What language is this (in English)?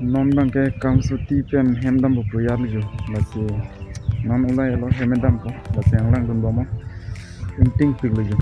Karbi